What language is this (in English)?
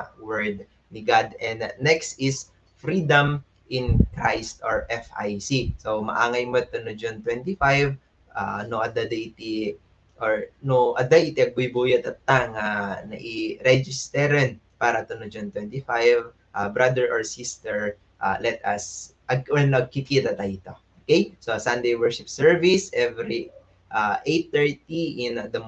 Iloko